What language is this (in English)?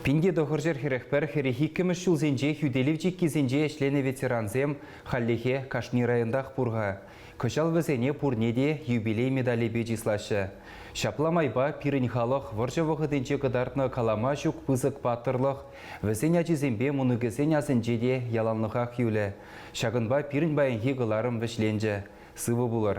Chuvash